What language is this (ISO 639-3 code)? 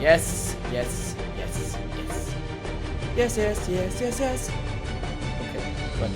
gsw